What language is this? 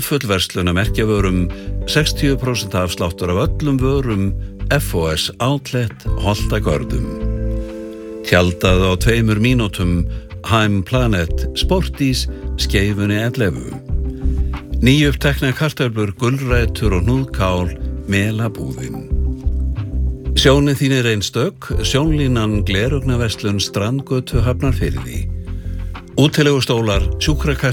Icelandic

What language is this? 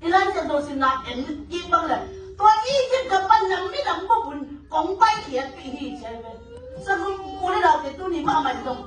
Tedim Chin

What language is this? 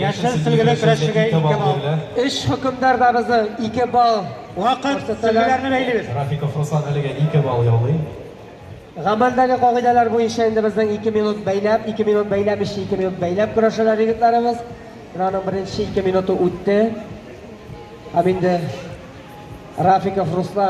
Tatar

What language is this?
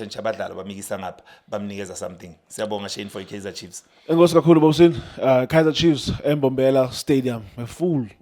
Zulu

